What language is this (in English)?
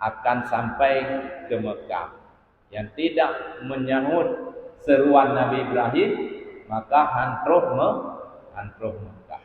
Achinese